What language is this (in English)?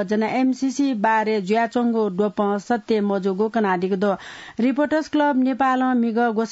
Newari